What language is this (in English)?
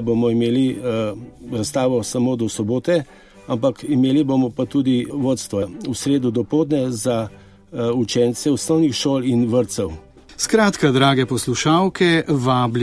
Slovenian